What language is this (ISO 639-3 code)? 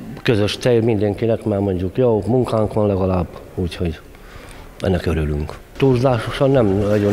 hun